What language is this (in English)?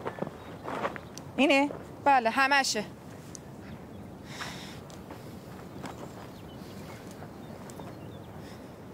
Persian